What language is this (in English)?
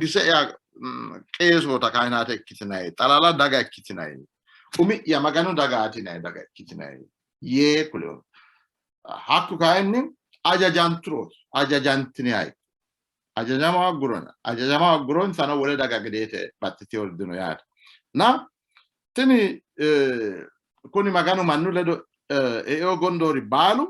Sidamo